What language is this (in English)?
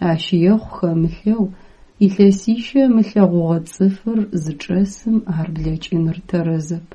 Adyghe